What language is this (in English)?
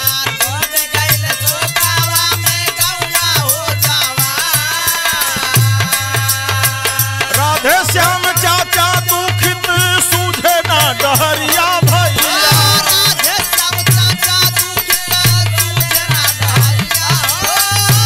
Bhojpuri